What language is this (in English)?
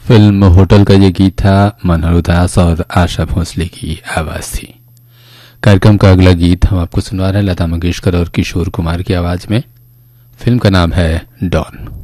Hindi